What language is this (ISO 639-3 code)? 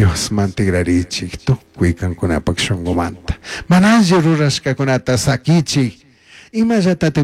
qug